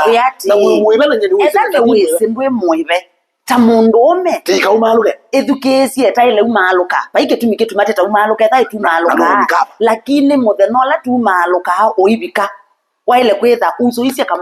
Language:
Kamba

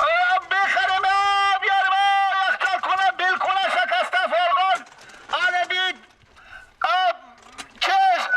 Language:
Persian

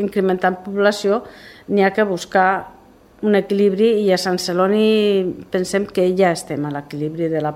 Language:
Catalan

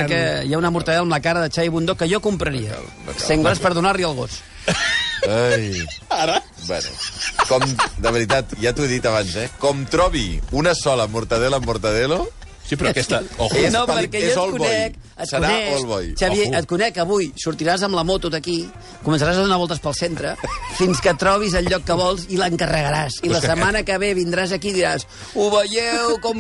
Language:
Catalan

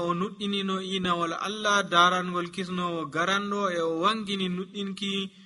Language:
Nigerian Fulfulde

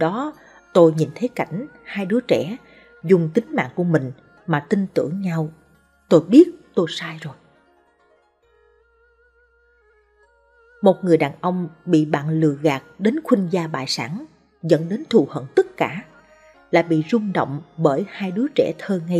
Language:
Vietnamese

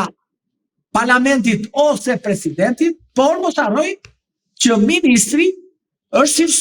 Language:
Albanian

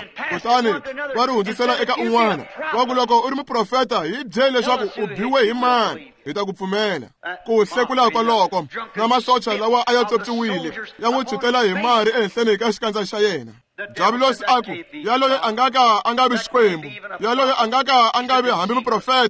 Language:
Tsonga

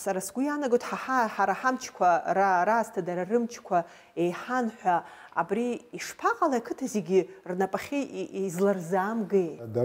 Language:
Abkhazian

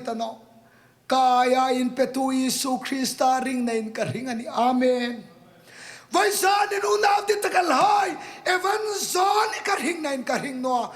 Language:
Hmar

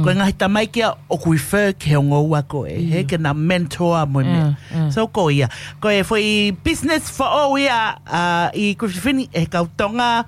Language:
Tongan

